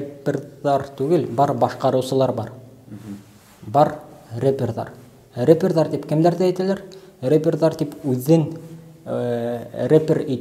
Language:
Bashkir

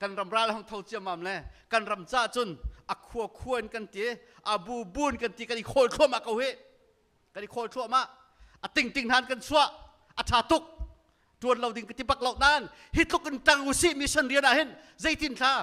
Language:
Hakha Chin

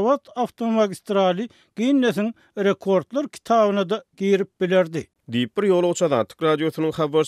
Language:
Turkmen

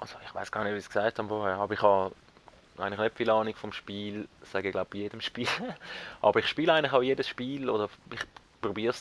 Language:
Swiss German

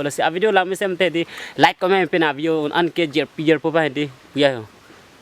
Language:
Karbi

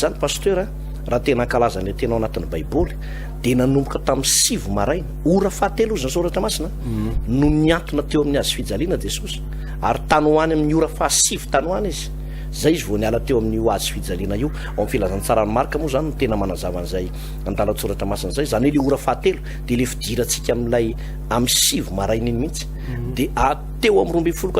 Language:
Malagasy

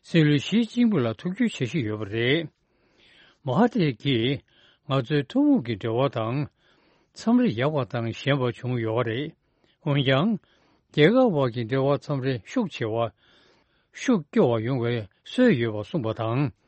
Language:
Tibetan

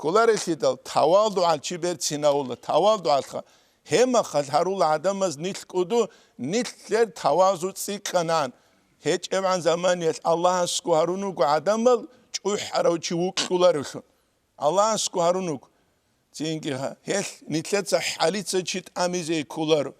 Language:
Avaric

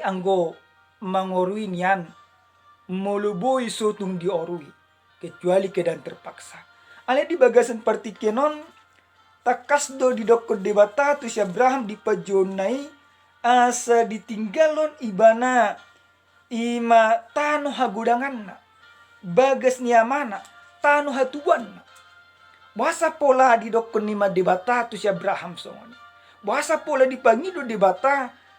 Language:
Batak Toba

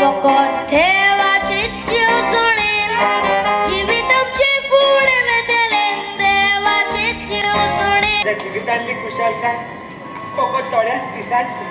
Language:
Konkani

